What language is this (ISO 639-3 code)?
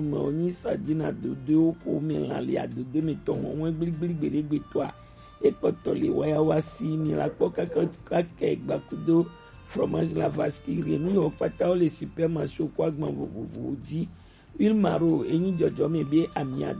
gej